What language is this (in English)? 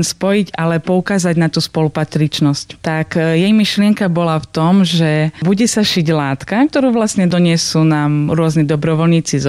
Slovak